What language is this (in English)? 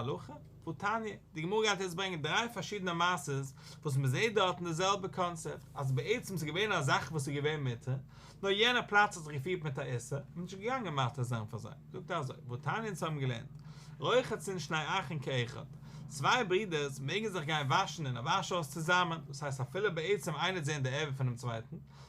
Yiddish